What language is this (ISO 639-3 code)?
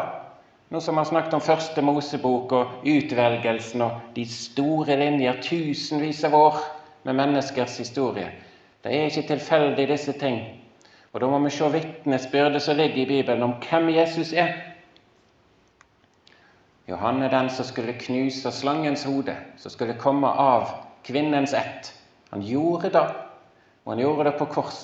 nor